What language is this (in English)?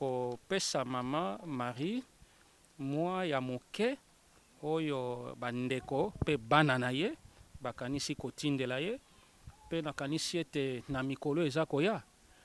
Lingala